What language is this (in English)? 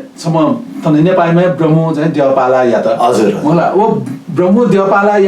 Newari